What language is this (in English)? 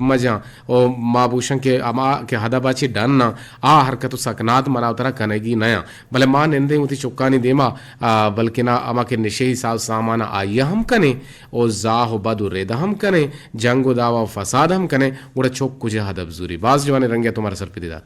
Eastern Balochi